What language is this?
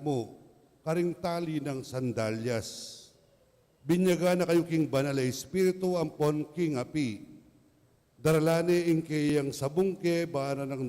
Pampanga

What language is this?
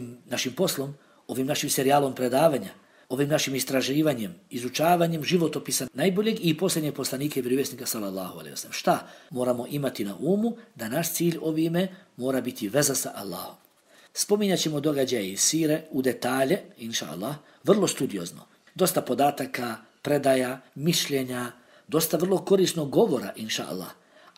Bosnian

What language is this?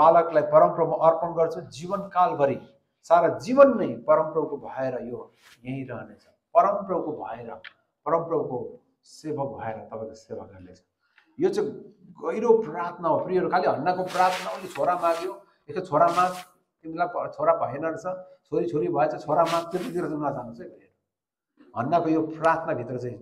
Nepali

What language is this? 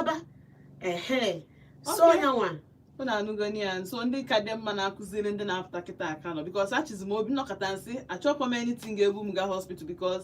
Igbo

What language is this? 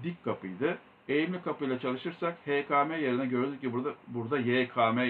Turkish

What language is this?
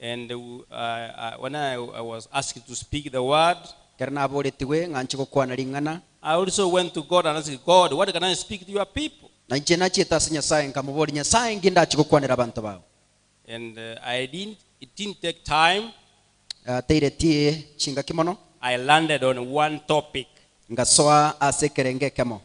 Gusii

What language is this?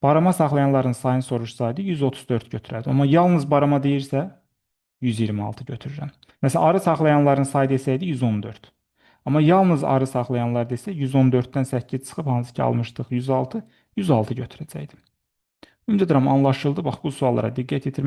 Azerbaijani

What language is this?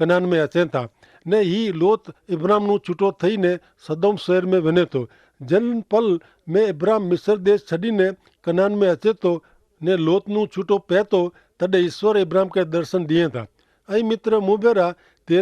Kachhi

